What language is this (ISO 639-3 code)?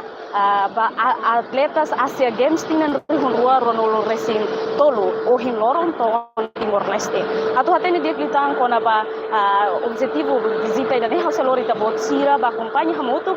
tet